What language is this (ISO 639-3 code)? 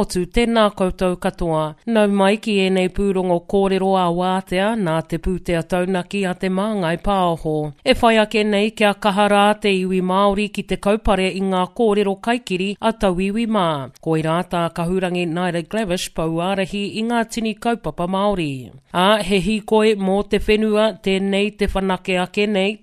mri